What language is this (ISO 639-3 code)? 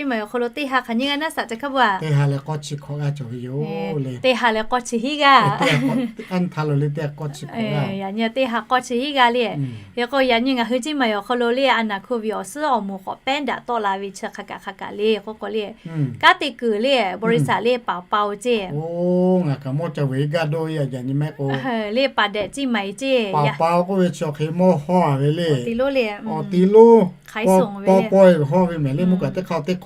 lhu